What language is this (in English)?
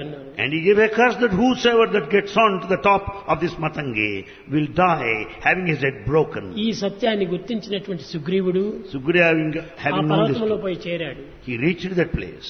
Telugu